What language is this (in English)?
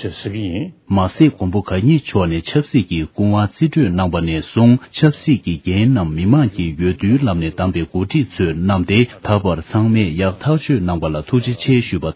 Tibetan